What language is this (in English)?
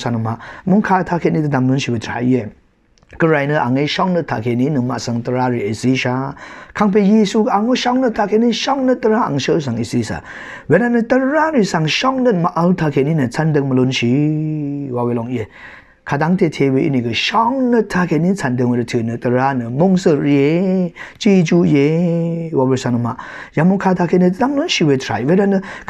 Rawang